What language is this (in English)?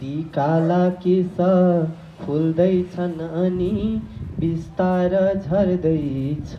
Nepali